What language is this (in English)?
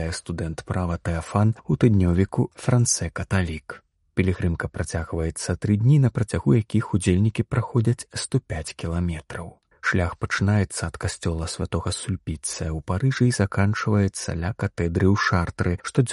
Belarusian